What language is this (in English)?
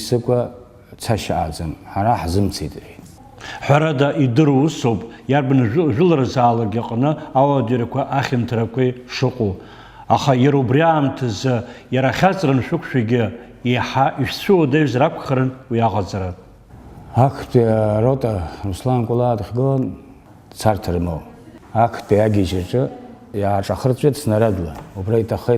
Abkhazian